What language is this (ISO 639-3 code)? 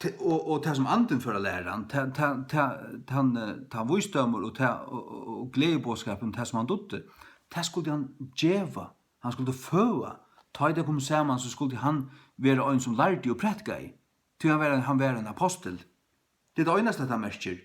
fao